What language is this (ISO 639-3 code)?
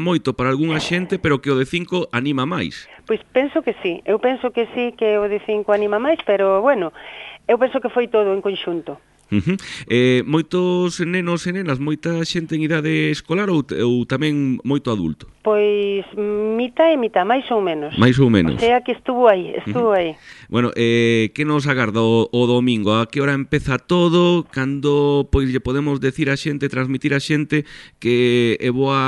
glg